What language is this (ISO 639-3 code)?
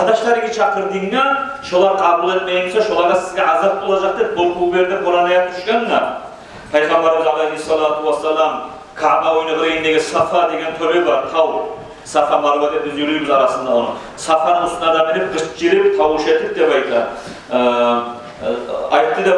kum